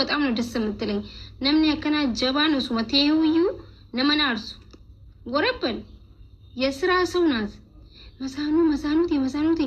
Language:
Oromo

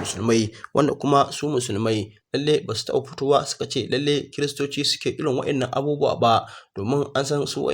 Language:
Hausa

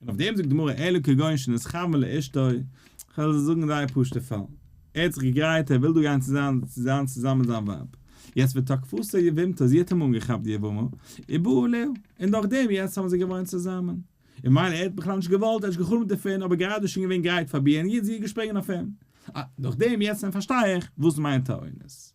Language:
Yiddish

